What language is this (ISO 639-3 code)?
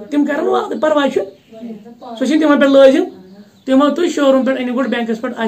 kas